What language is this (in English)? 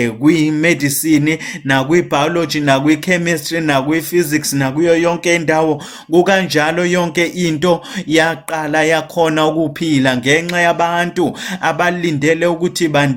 Zulu